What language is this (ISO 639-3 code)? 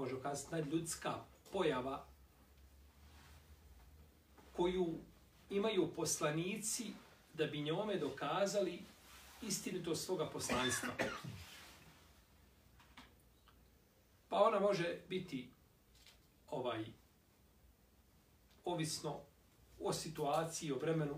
bos